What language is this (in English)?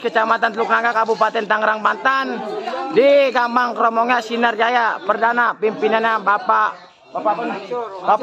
Betawi